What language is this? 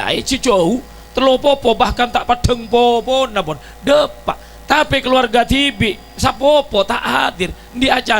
Madurese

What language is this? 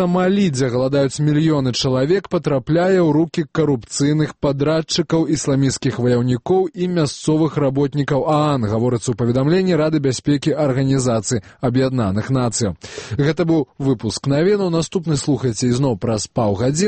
Belarusian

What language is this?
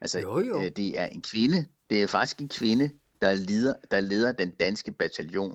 Danish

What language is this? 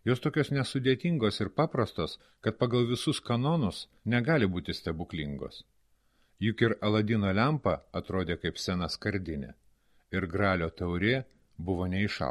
Lithuanian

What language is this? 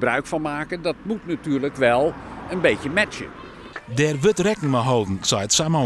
Western Frisian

